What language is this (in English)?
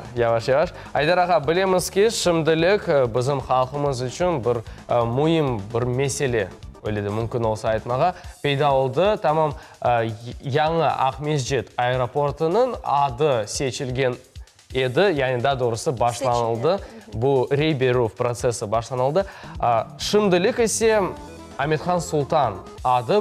Crimean Tatar